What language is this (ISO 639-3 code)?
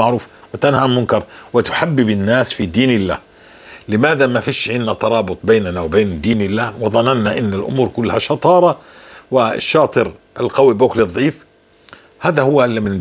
apc